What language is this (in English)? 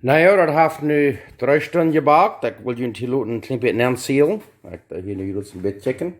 Plautdietsch